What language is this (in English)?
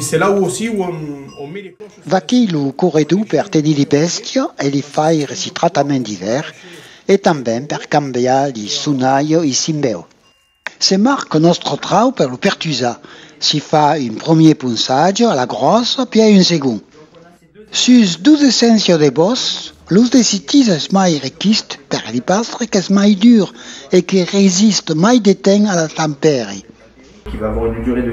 Occitan